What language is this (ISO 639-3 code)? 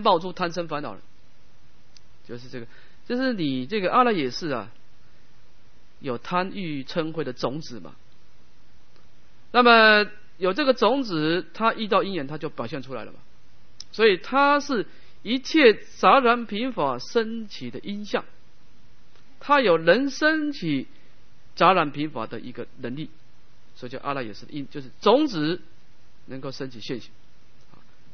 zho